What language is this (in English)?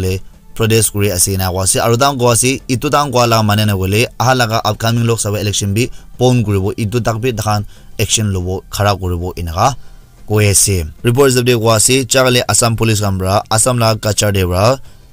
Naga Pidgin